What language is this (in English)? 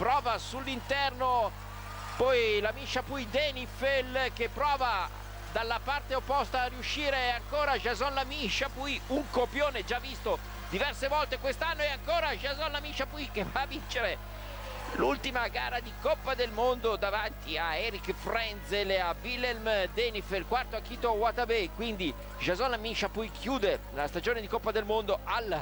Italian